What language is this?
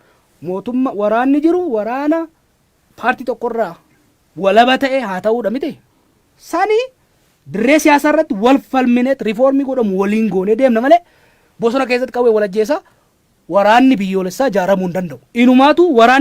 Oromo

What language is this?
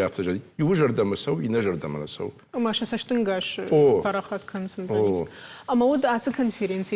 Ossetic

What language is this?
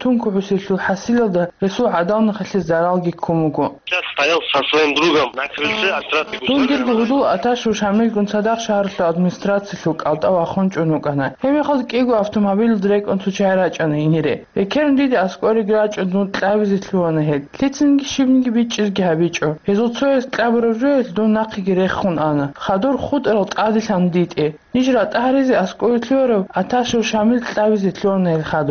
Avaric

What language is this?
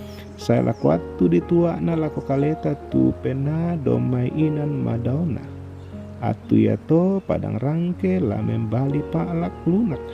Toraja-Sa'dan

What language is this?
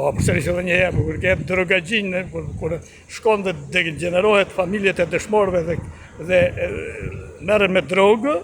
Albanian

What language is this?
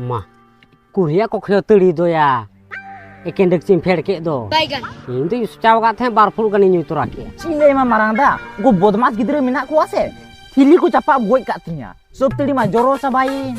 Santali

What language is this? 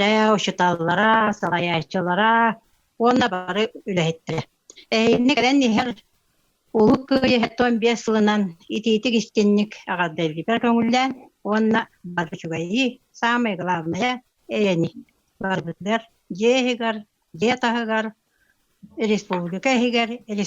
Yakut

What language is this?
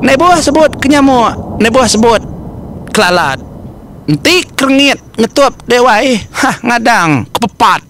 Iban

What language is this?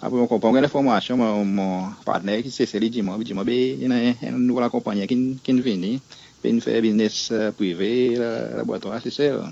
Seselwa Creole French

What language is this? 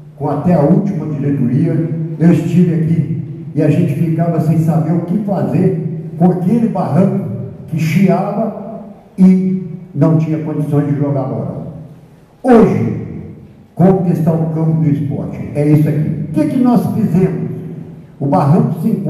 Portuguese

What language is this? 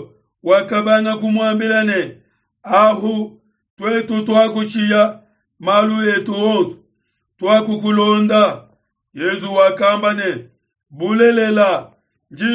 Luba-Lulua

